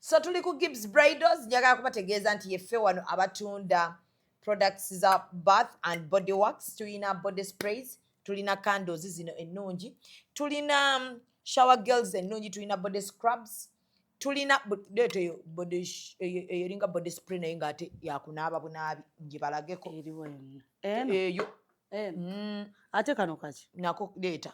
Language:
Ganda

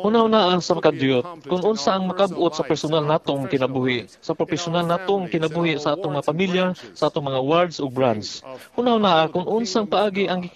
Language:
Cebuano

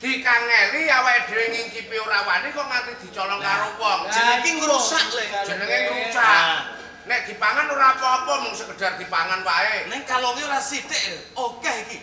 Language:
Javanese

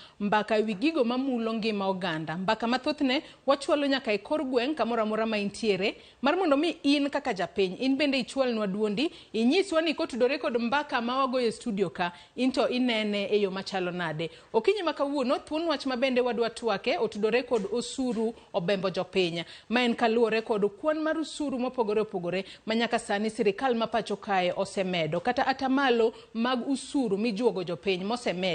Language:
Luo (Kenya and Tanzania)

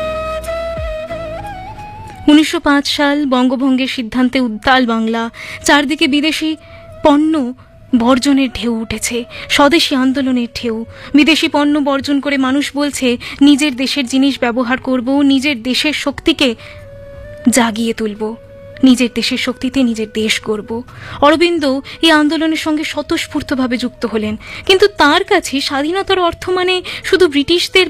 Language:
Bangla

